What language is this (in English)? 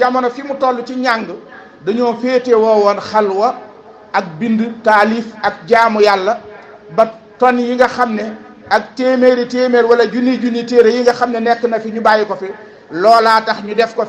Wolof